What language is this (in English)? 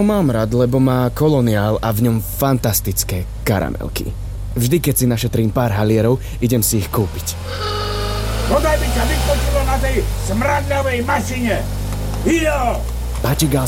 Slovak